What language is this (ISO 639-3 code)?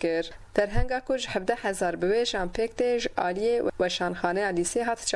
kur